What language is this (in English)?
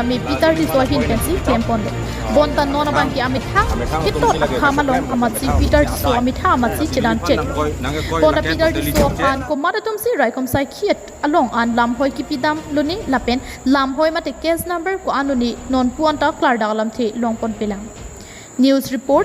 Karbi